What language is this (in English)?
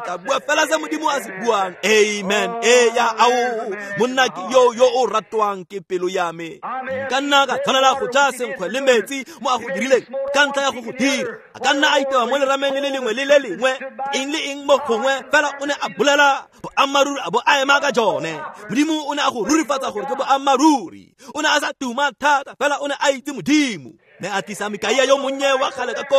Tswana